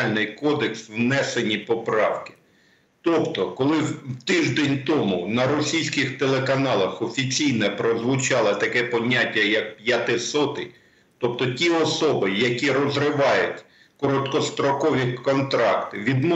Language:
Ukrainian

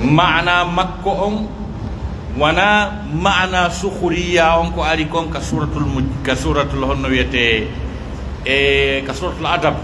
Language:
Pular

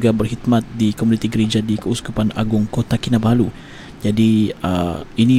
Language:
Malay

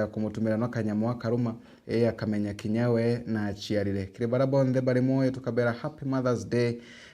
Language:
Meru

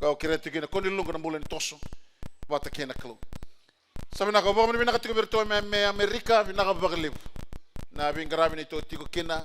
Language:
Fijian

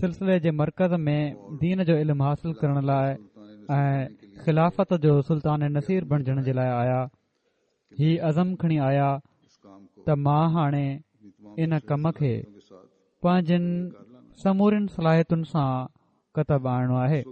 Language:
Sindhi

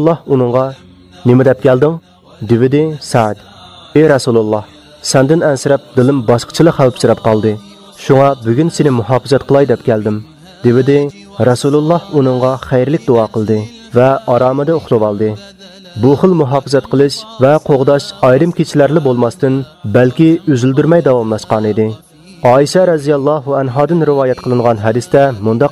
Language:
Uyghur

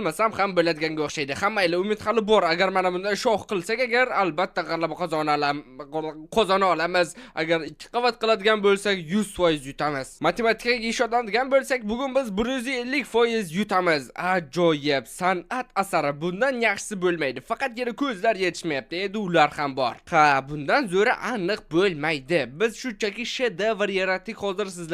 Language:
Uzbek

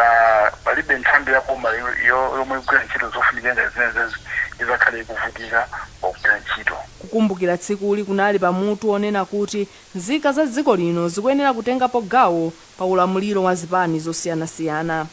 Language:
Nyanja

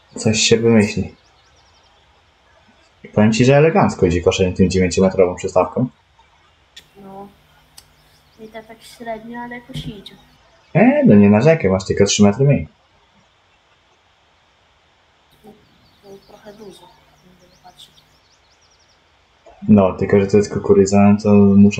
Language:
Polish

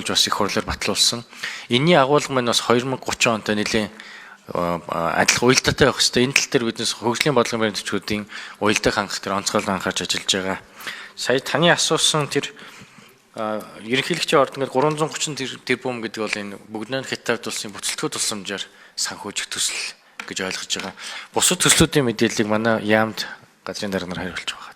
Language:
Mongolian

